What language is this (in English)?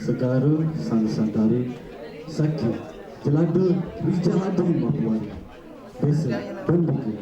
Balinese